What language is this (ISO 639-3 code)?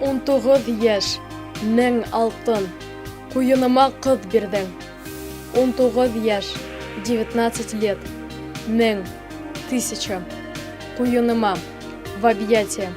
bak